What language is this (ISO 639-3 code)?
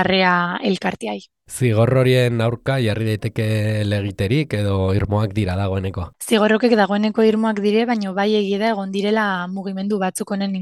eus